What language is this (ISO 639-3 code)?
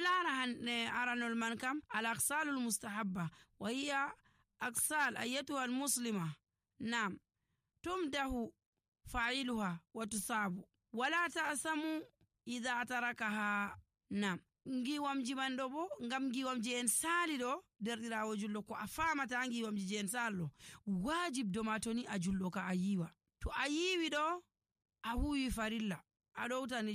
fuv